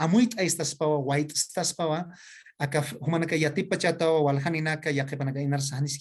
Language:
Aymara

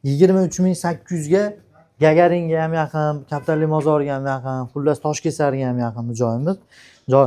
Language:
Uzbek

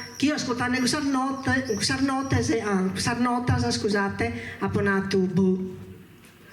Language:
Sardinian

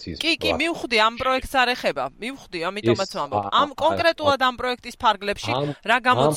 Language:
Georgian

